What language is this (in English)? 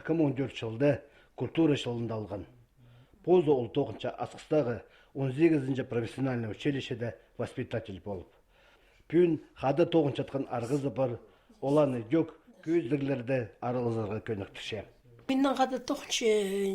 Khakas